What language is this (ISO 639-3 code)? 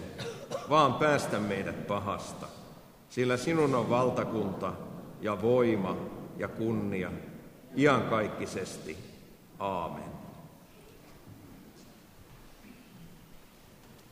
fin